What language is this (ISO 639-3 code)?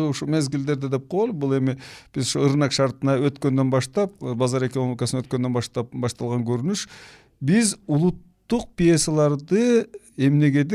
kir